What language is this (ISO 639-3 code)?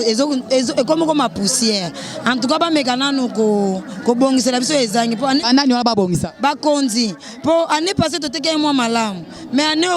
lin